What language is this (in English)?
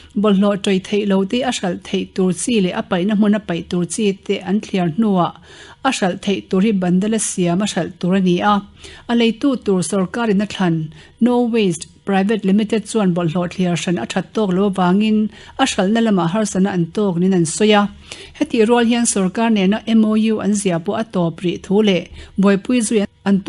Mizo